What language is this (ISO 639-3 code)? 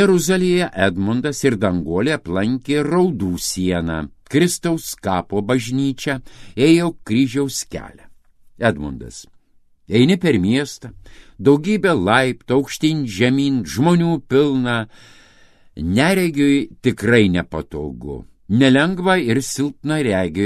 lit